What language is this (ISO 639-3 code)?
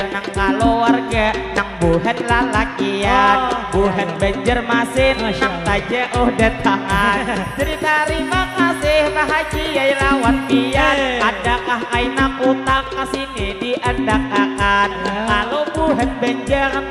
bjn